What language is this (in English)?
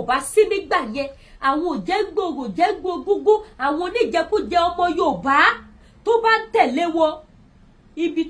Yoruba